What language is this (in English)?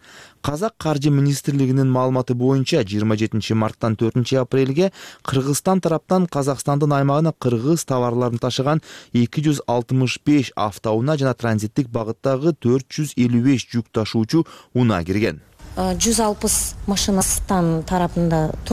Kyrgyz